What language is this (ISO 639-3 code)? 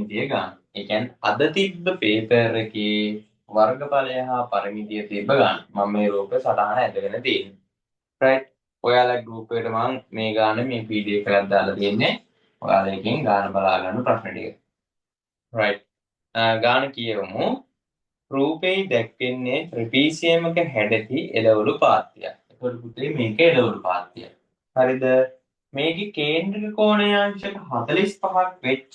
sin